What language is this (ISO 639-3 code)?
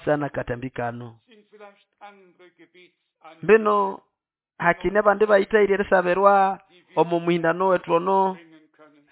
nnb